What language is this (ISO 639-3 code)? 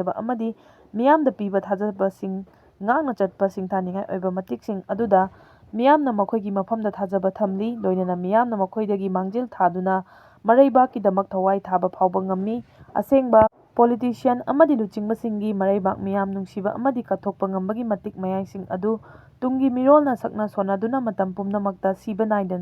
mni